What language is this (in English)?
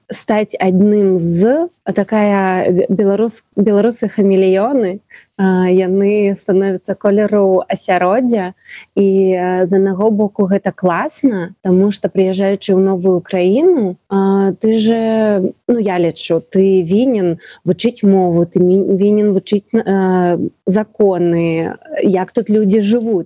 Belarusian